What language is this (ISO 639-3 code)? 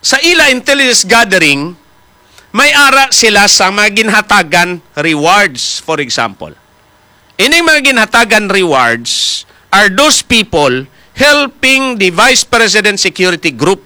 hil